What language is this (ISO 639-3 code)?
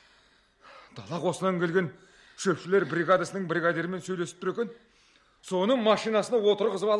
kaz